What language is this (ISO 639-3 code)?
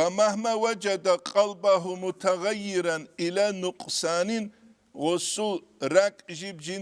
ava